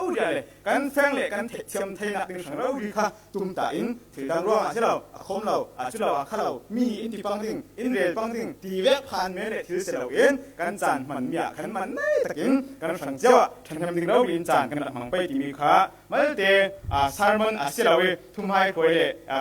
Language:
Falam Chin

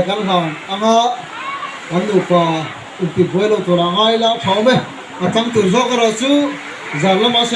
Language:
Mizo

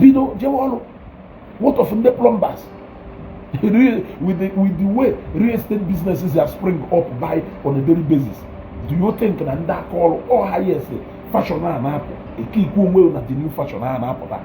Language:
Igbo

